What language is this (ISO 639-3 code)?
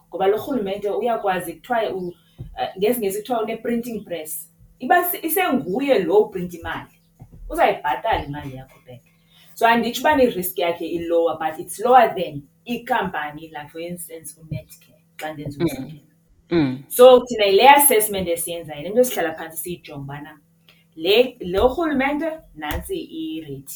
xho